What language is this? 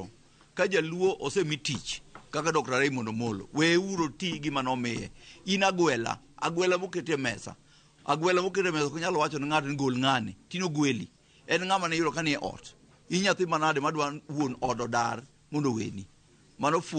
Luo (Kenya and Tanzania)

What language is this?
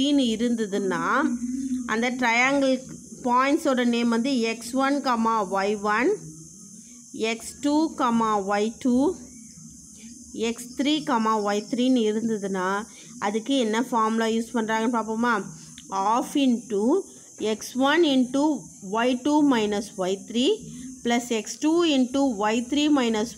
Tamil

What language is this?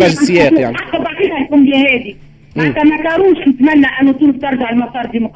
Tunisian Arabic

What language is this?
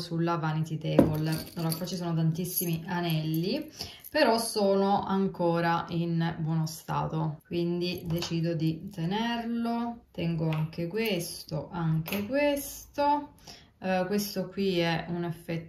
Italian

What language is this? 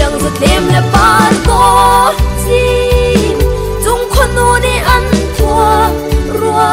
Hakha Chin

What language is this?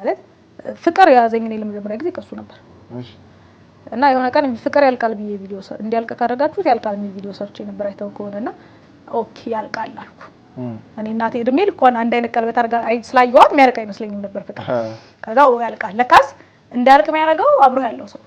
Amharic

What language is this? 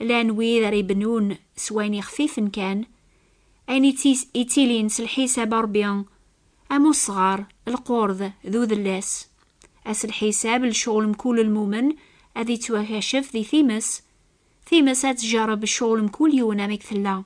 Kabyle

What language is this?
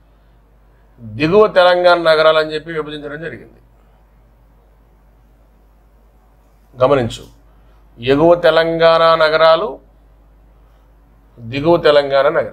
Telugu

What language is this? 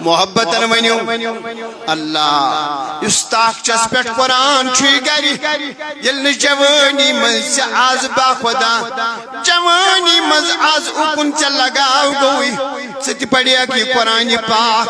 Kashmiri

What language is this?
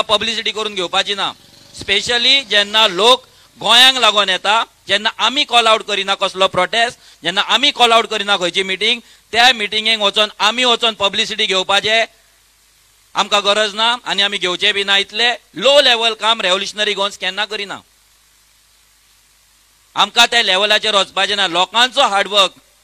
Konkani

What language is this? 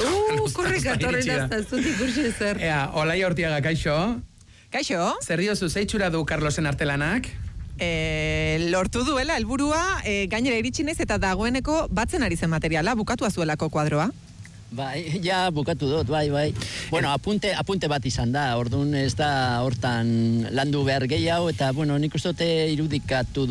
Basque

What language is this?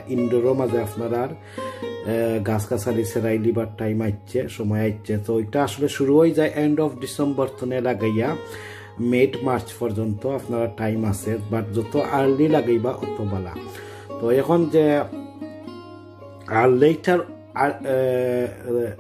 Sylheti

